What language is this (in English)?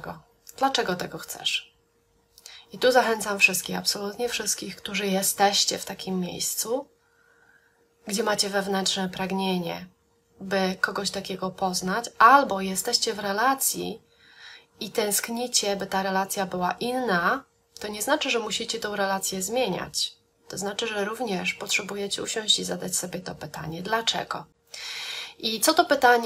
Polish